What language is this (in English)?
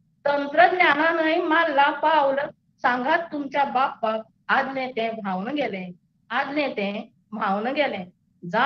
Konkani